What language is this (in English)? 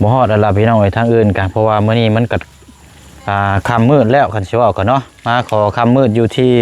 Lao